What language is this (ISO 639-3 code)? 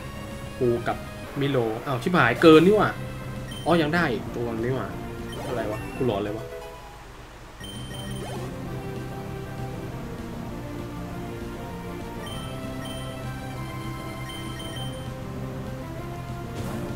tha